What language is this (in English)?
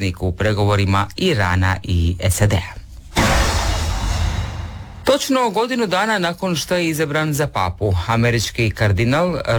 Croatian